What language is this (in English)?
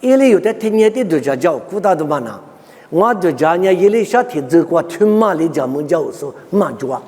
Lisu